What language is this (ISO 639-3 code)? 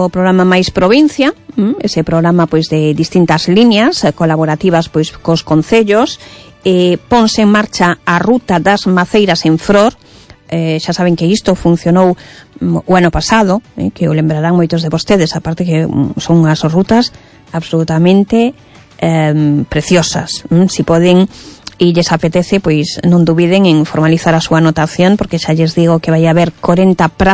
glg